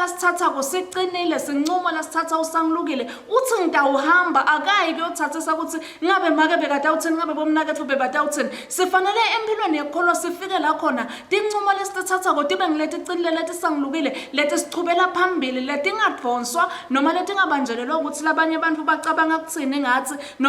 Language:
Swati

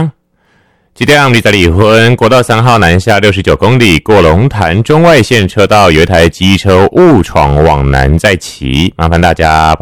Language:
Chinese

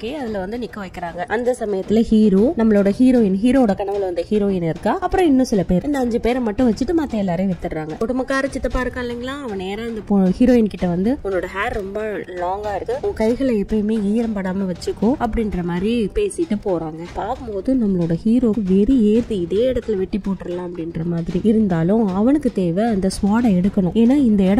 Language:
Tamil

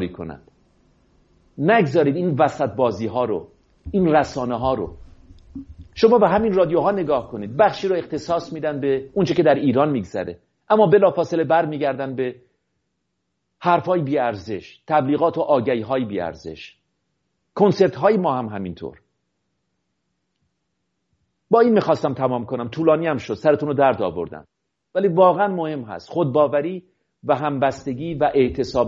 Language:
Persian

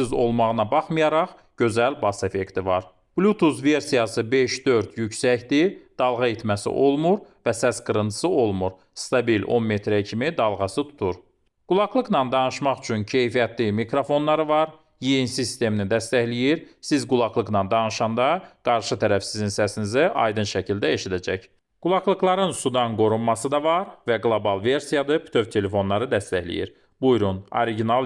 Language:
Azerbaijani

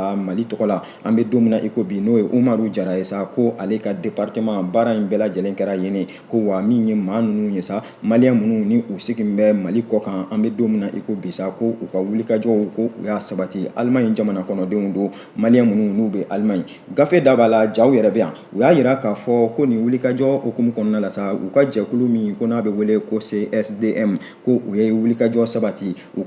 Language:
Bambara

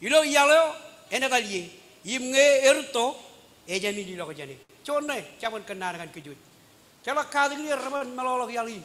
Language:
Marshallese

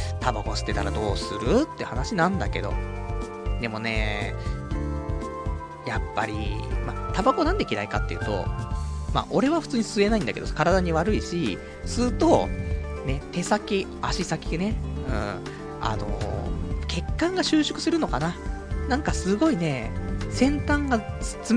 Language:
Japanese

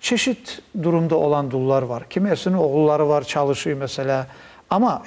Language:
Crimean Tatar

